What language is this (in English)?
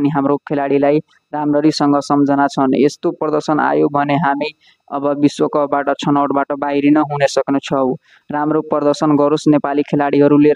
Nepali